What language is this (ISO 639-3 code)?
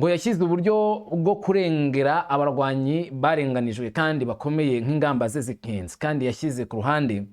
kin